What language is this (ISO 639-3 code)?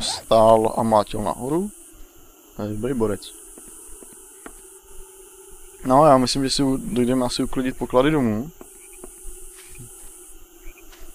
ces